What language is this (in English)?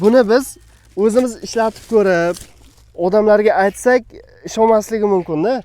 Uzbek